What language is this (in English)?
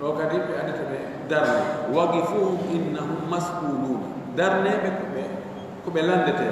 Fula